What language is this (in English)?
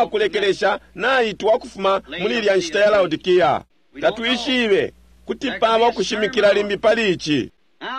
Bemba